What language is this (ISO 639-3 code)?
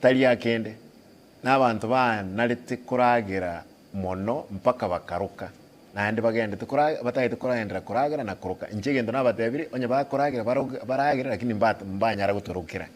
guz